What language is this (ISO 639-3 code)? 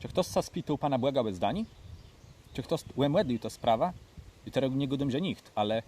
csb